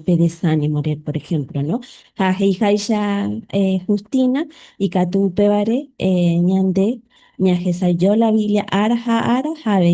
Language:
Guarani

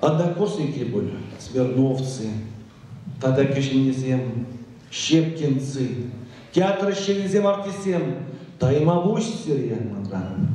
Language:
Chuvash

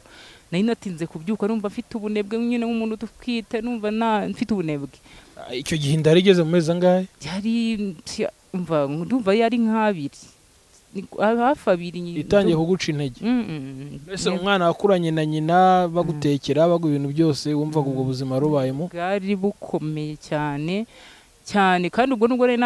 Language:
Kinyarwanda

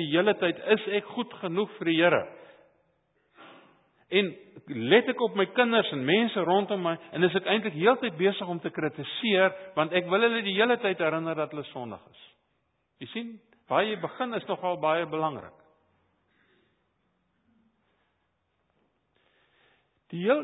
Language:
Afrikaans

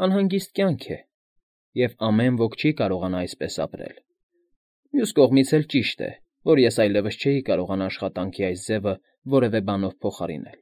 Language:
Armenian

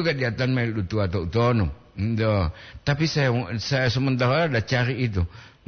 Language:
Gorontalo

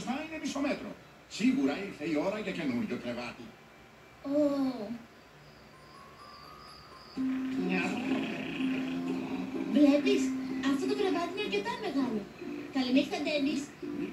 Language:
Greek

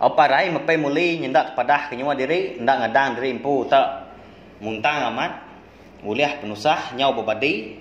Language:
Iban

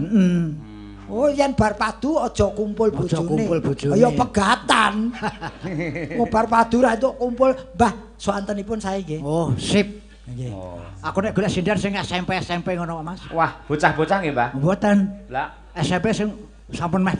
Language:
Javanese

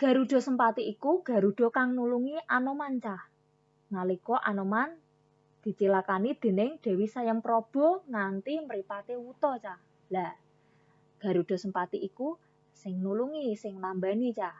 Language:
Javanese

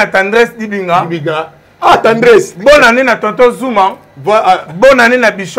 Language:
Lingala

